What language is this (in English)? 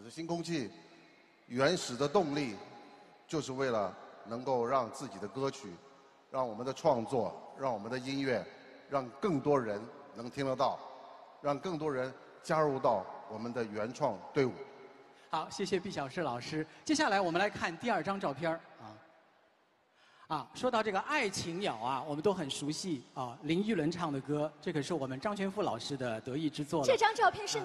Chinese